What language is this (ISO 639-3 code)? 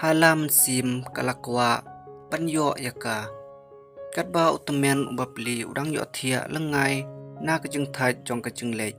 kha